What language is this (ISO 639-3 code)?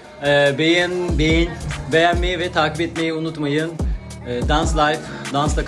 tur